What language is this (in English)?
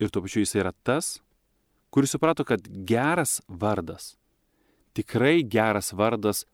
Lithuanian